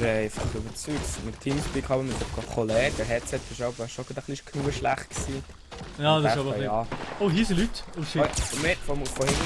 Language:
Swiss German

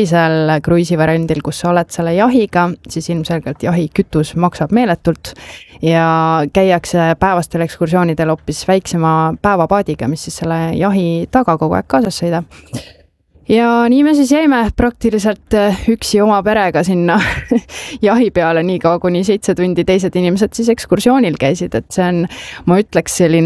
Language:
Estonian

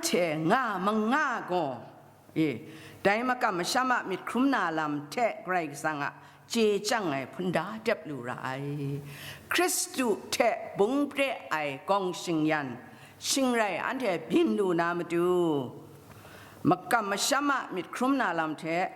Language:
Kachin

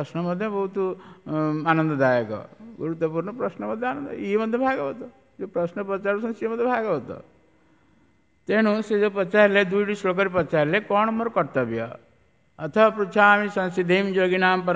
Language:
Odia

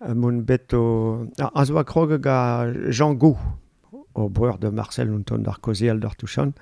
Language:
Breton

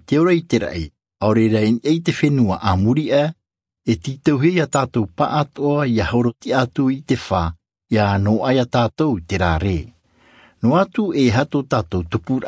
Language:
Tahitian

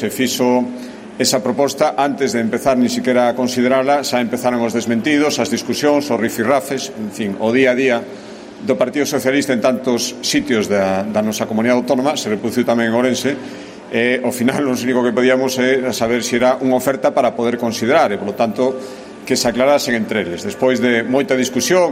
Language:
Galician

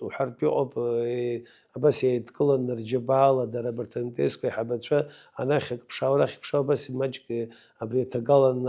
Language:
Abkhazian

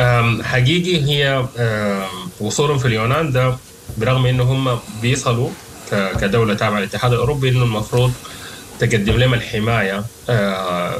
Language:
Sudanese Arabic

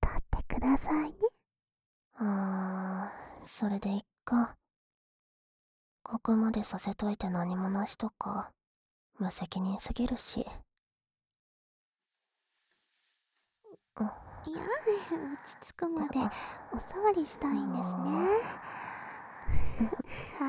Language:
Japanese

